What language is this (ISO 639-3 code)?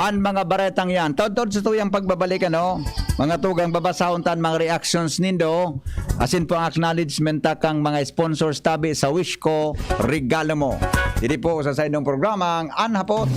bik